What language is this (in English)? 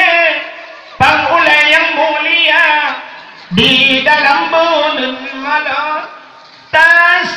Achinese